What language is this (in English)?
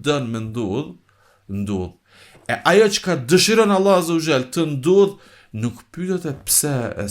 Albanian